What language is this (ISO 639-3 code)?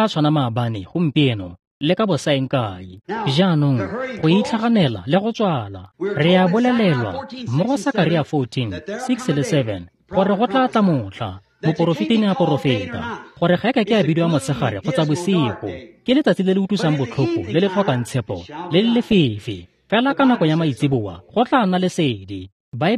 tsn